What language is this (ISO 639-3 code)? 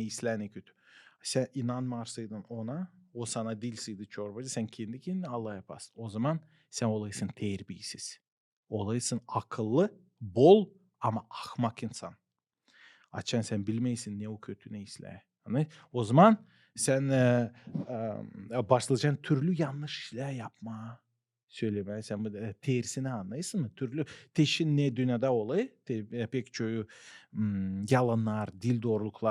gag